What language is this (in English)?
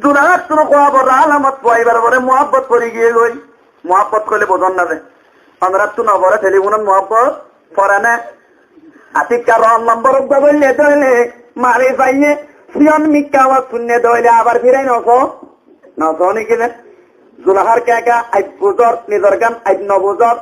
Rohingya